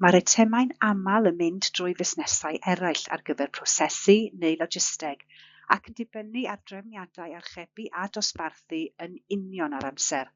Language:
Welsh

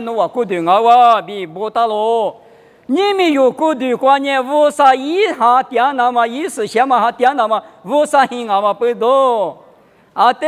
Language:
Lisu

